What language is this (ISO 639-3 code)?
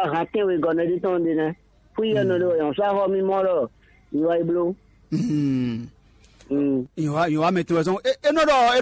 fon